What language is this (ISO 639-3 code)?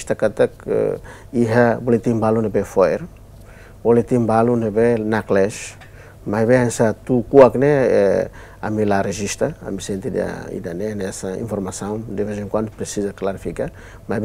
tet